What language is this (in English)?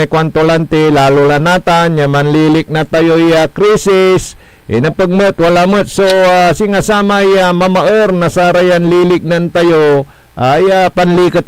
Pangasinan